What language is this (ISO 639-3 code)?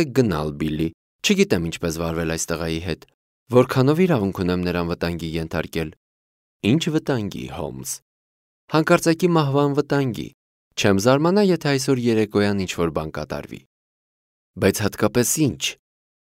hye